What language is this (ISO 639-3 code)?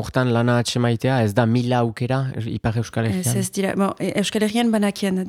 eus